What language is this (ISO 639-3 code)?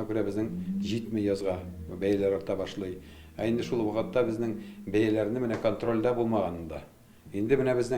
tat